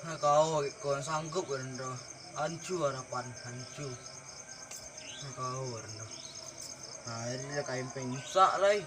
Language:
Minangkabau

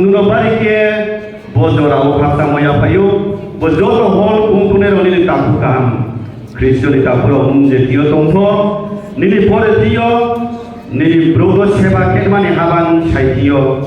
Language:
Riang (India)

